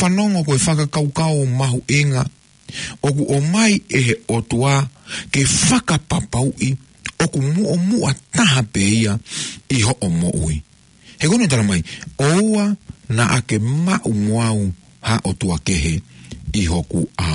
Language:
Tongan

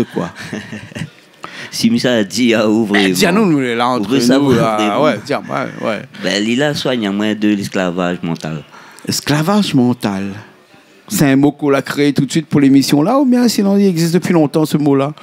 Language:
Réunion Creole French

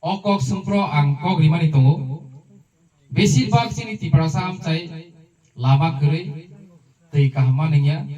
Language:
Kok Borok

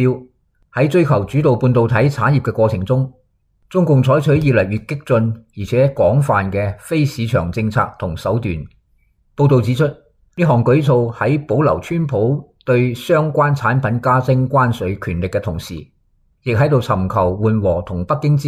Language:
Cantonese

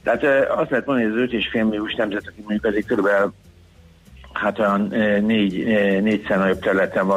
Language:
Hungarian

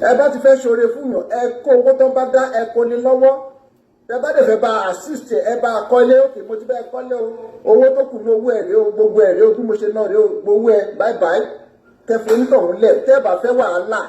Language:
Yoruba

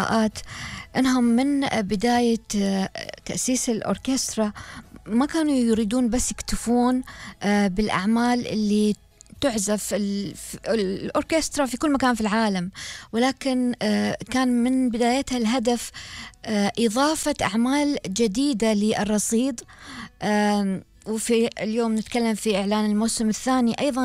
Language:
Gulf Arabic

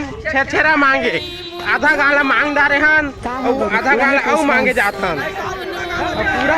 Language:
Chhattisgarhi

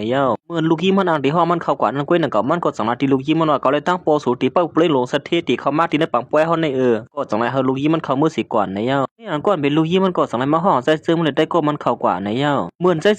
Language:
Shan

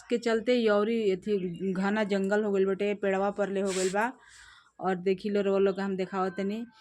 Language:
Bhojpuri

